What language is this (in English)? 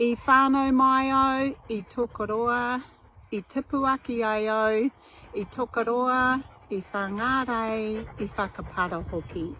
Māori